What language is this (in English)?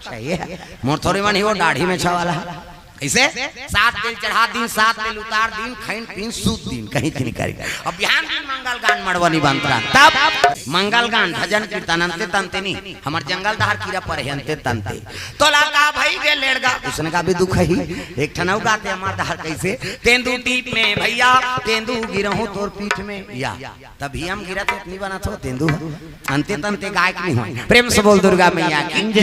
Chhattisgarhi